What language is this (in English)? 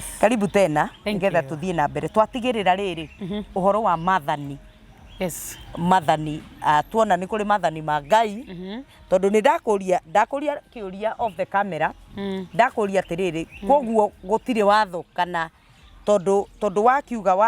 Kikuyu